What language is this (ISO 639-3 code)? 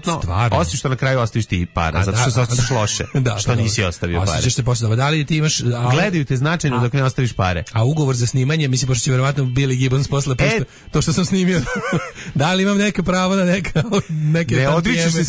srp